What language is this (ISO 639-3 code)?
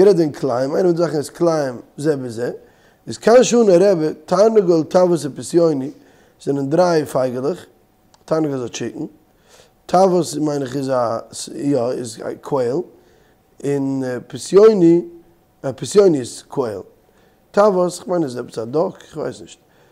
yid